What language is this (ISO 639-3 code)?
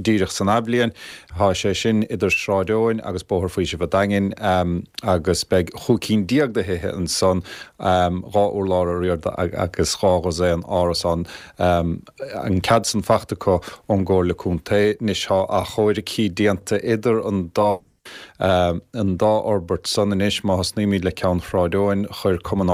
gle